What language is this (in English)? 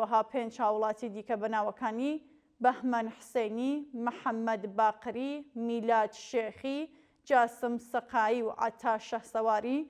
Central Kurdish